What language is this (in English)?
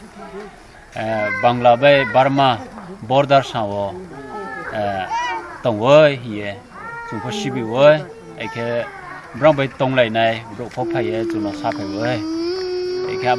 Riang (India)